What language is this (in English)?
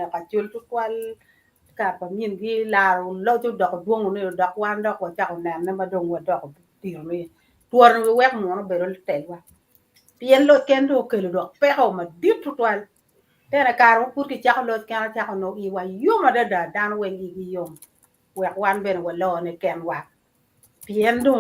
Acoli